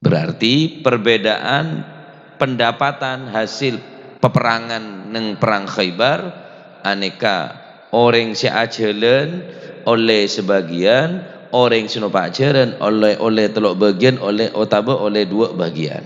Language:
Madurese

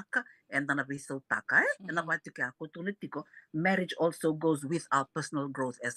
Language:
Fijian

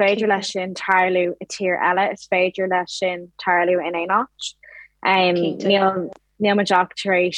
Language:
Irish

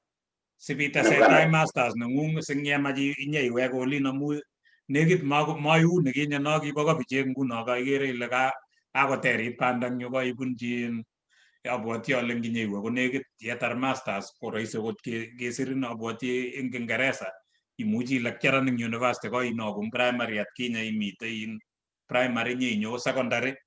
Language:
Kalenjin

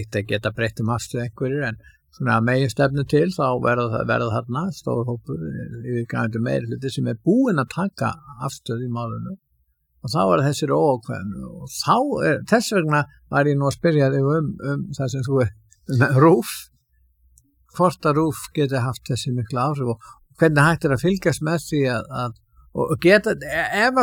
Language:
Icelandic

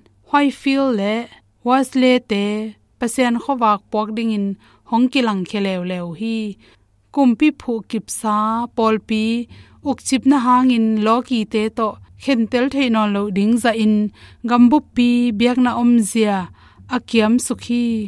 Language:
Tedim Chin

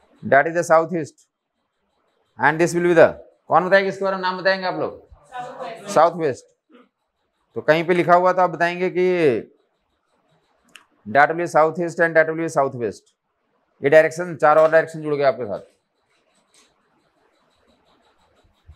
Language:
Hindi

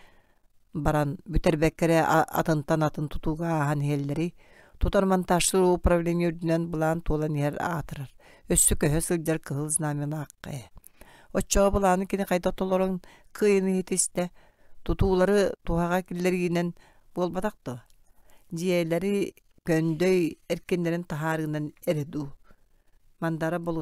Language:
Yakut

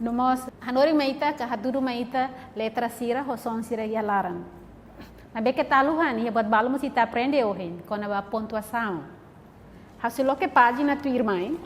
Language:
Tetum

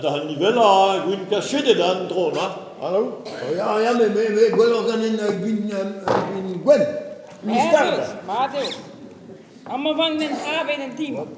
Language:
Breton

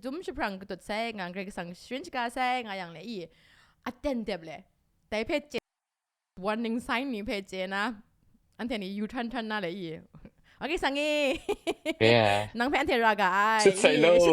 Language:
Kachin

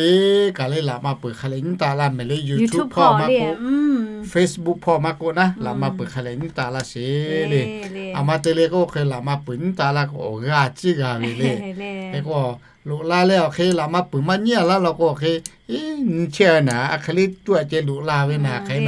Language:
Lahu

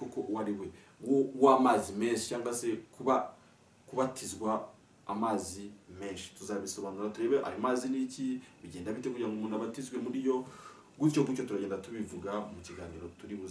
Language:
Kinyarwanda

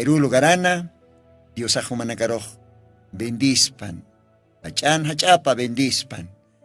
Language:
Aymara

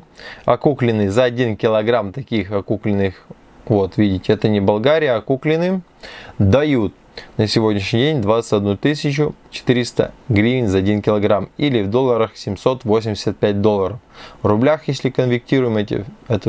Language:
Russian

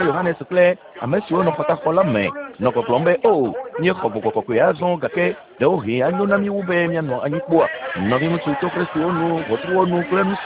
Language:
Ewe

